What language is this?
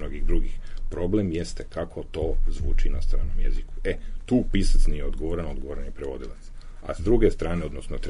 Serbian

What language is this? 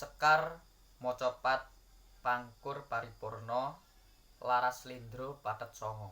Javanese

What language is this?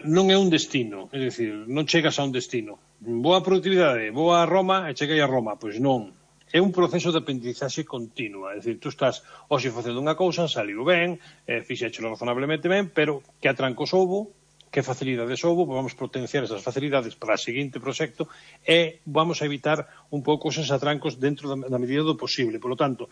Galician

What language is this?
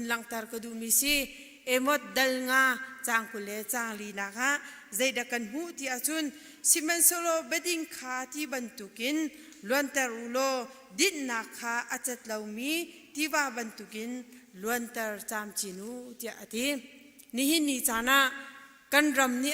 Hakha Chin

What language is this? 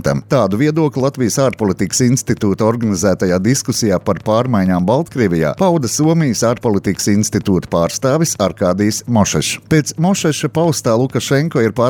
Latvian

